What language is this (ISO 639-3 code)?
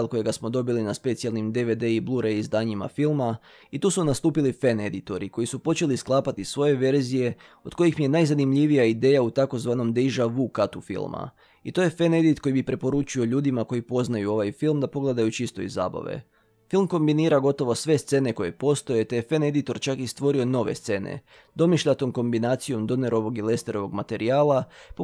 hrv